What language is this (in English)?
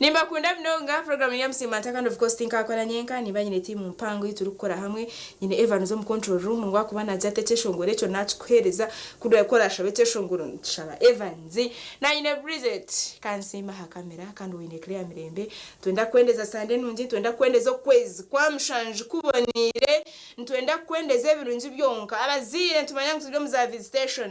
Nyankole